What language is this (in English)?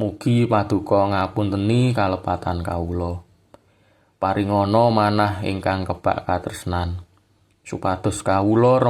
Javanese